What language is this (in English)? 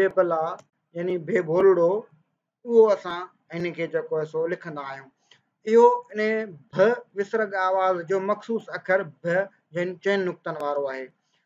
Sindhi